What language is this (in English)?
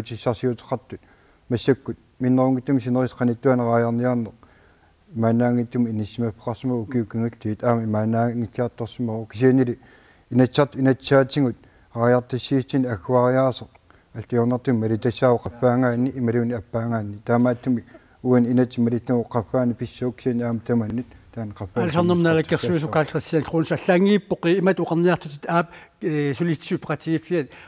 Kalaallisut